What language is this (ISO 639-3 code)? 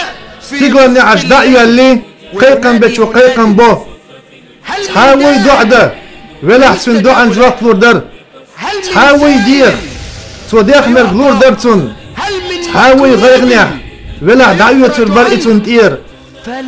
che